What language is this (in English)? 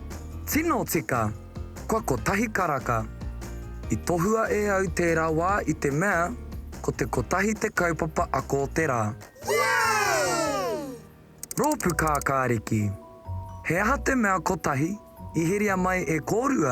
Māori